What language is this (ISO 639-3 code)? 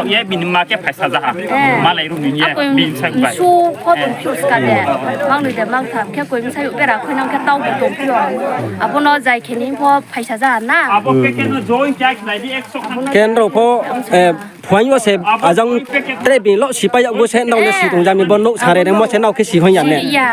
ria